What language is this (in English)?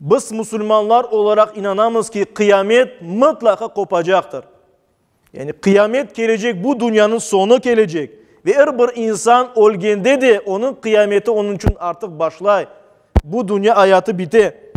Crimean Tatar